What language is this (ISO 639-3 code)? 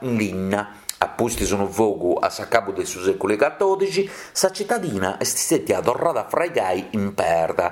srd